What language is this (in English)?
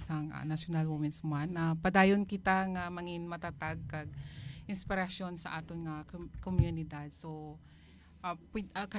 Hiligaynon